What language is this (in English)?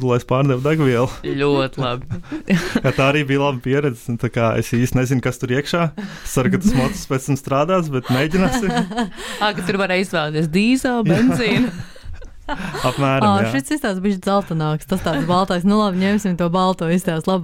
Latvian